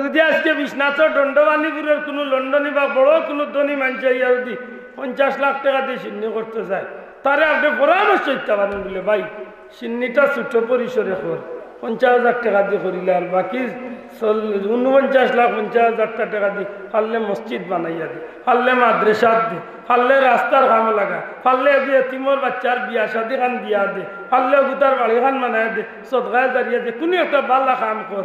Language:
Sylheti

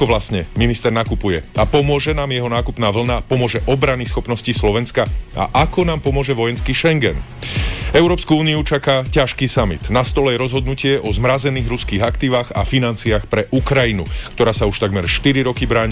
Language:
Slovak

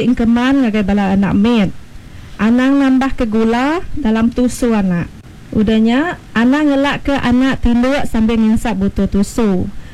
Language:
Iban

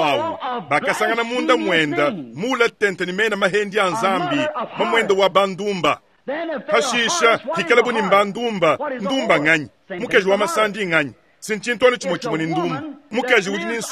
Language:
Luba-Lulua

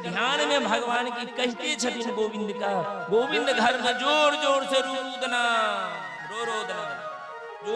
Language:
Maithili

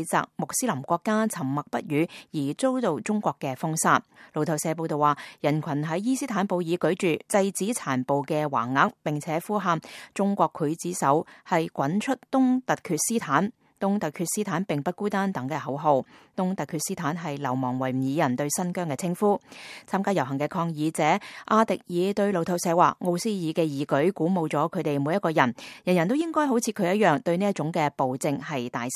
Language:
Cantonese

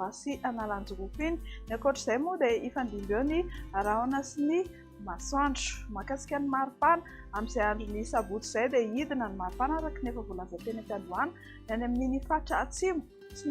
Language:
Malagasy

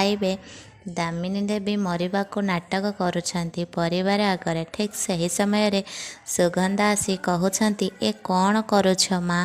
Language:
Odia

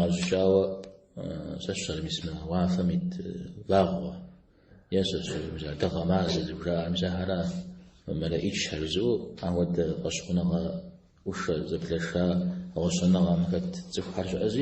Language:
Kabardian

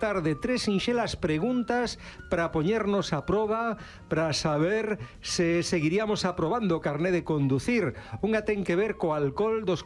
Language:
Galician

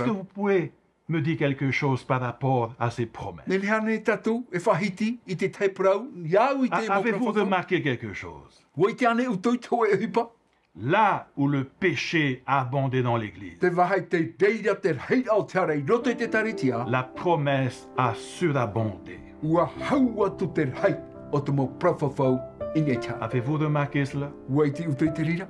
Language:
Tahitian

